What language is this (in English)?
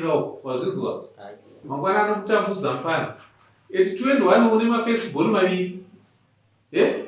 Shona